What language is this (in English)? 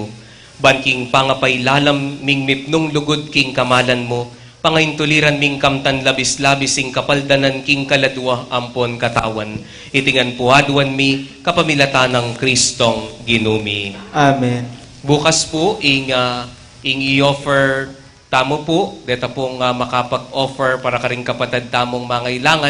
Pampanga